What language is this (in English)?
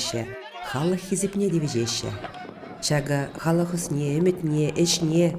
Chuvash